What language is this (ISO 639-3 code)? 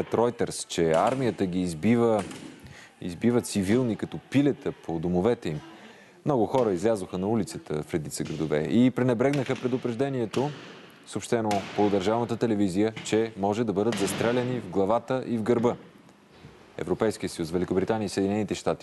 bul